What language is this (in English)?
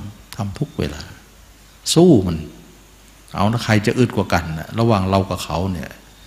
Thai